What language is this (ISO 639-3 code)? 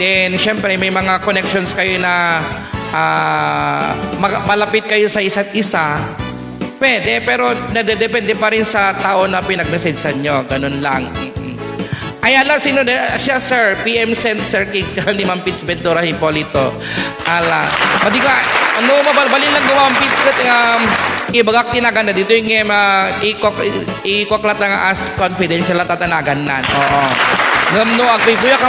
ilo